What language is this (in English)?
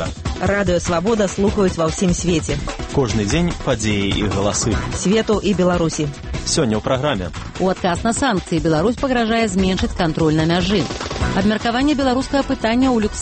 Belarusian